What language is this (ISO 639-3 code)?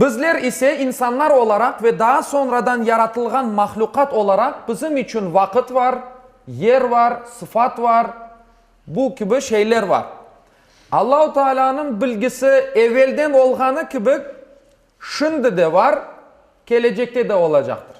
crh